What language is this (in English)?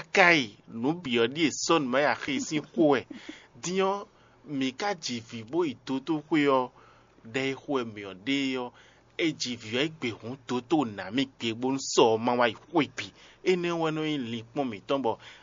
Fon